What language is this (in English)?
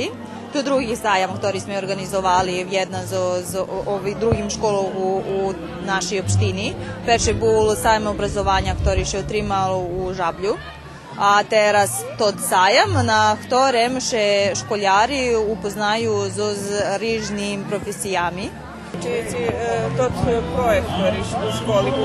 Rusyn